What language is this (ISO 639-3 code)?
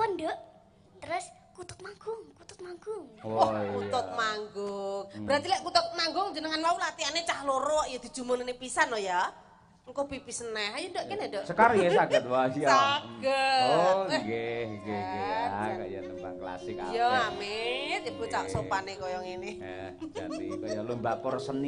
jav